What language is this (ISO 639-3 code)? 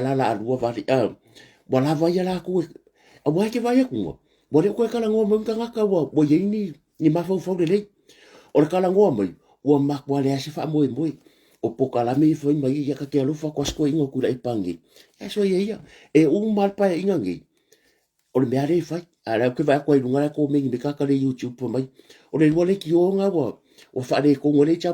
smo